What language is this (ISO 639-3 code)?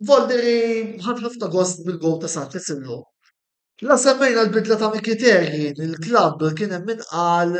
mlt